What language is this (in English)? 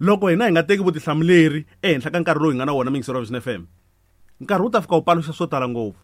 Tsonga